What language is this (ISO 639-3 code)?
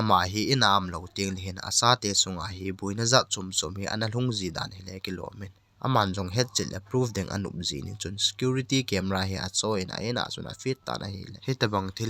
tcz